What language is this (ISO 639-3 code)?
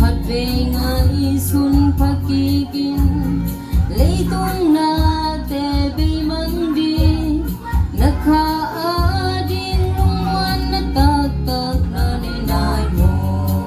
ctd